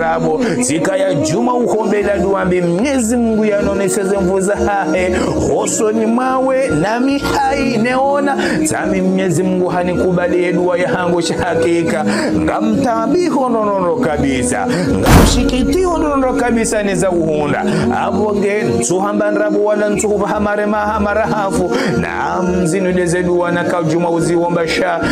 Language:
Ngazidja Comorian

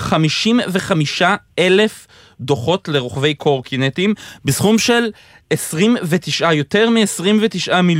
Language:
Hebrew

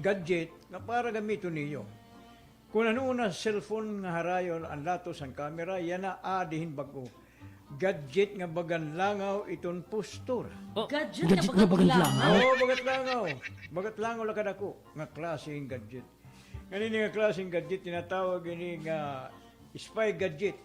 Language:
Waray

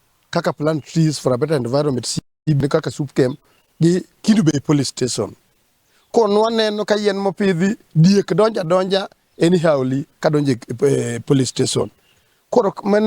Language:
Luo (Kenya and Tanzania)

